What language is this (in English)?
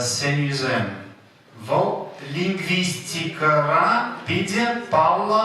Chuvash